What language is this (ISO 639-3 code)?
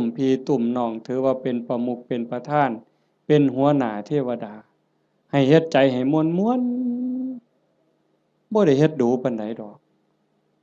tts